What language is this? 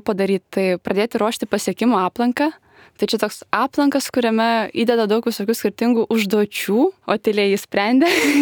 Lithuanian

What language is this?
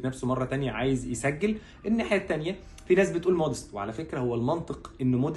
Egyptian Arabic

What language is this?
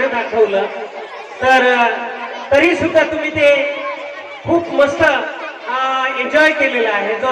Marathi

